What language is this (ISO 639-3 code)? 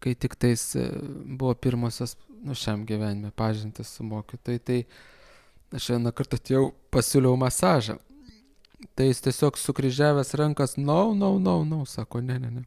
lit